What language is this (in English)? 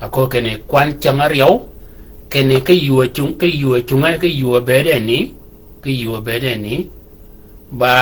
Shilluk